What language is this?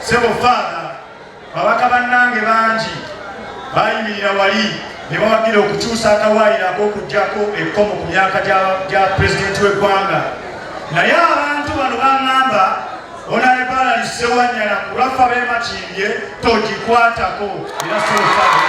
Ganda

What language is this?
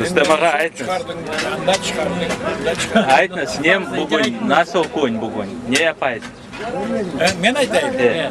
Crimean Tatar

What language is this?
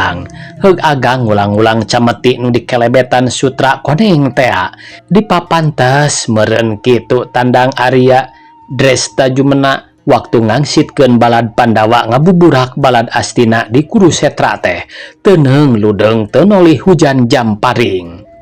Sundanese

